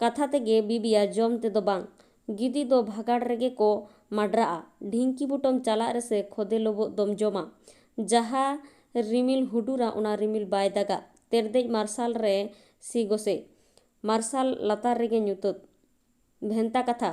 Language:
Santali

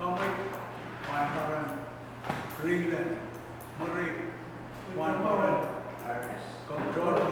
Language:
Pohnpeian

